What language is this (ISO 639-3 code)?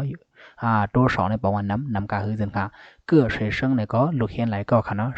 shn